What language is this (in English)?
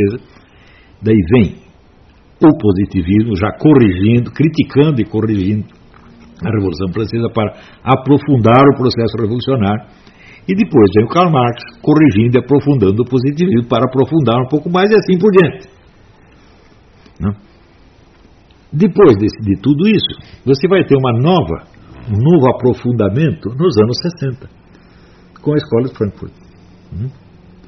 Portuguese